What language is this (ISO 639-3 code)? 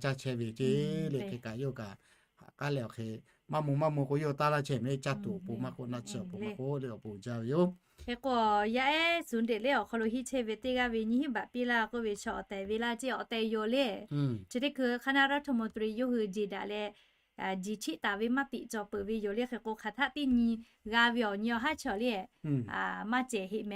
lhu